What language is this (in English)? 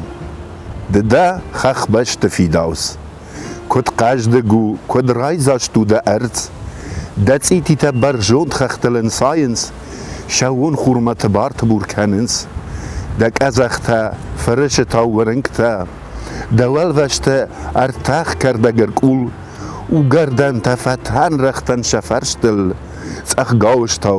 Ossetic